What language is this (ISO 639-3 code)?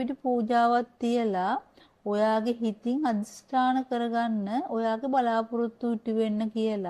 sin